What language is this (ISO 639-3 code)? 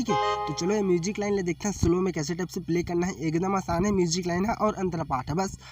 hne